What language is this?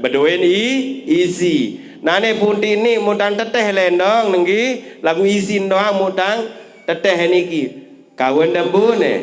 Sasak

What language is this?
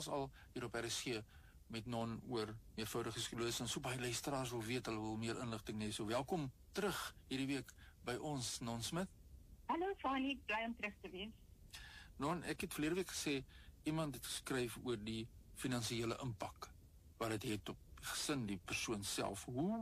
Afrikaans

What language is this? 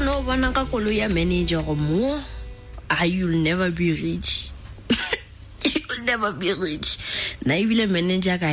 Tswana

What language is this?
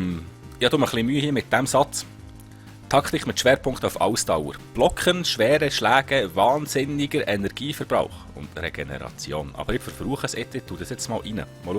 Swiss German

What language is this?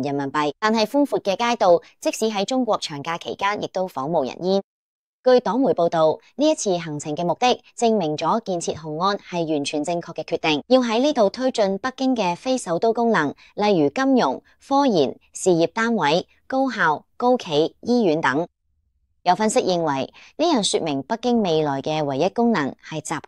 Cantonese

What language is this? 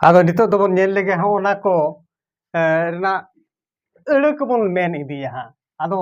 Santali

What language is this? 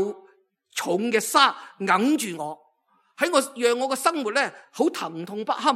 Cantonese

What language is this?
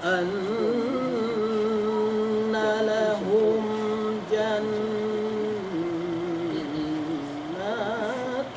Yakan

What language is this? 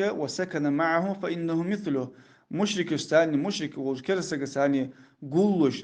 Ingush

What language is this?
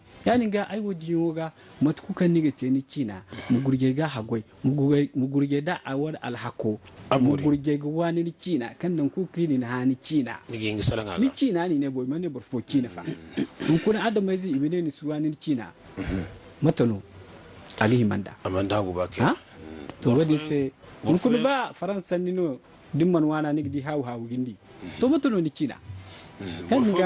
Zarma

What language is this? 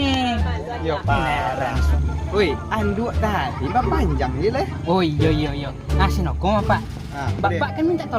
Minangkabau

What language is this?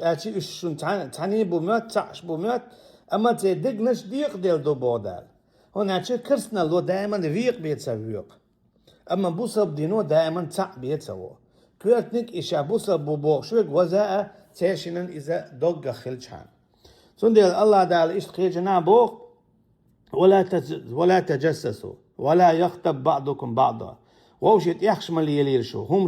Chechen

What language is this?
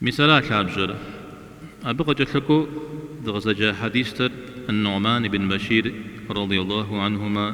Kabardian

